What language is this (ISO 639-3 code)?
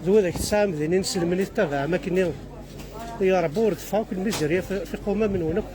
kab